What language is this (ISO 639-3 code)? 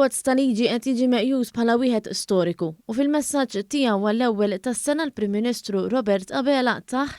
mlt